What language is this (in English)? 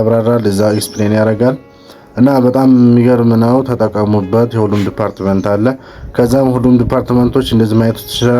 Amharic